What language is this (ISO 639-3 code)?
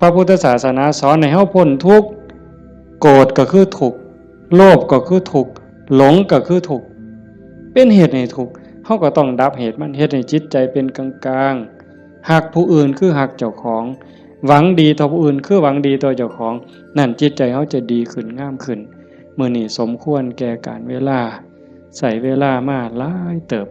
tts